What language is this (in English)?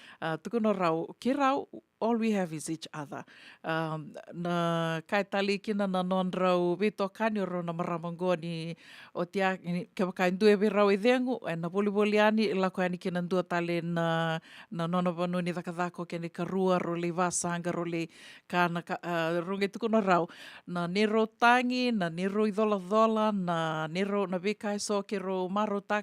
Fijian